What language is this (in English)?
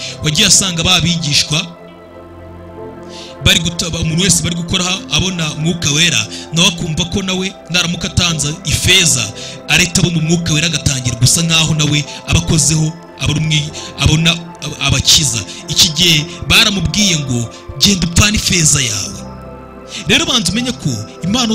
Kinyarwanda